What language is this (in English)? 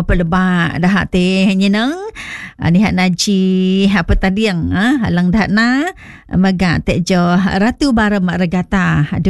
Malay